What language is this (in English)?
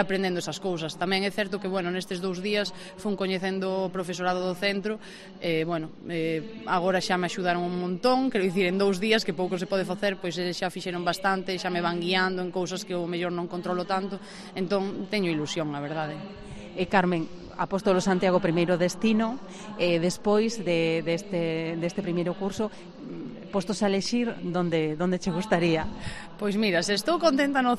Galician